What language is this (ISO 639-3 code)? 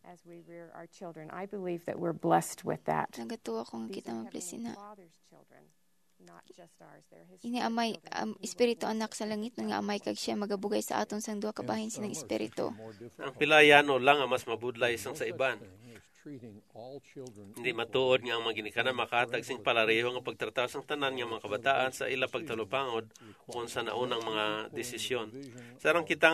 hil